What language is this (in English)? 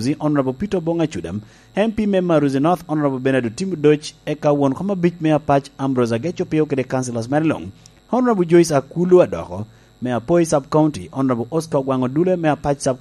Lango (Uganda)